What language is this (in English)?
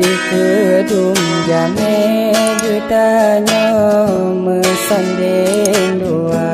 Achinese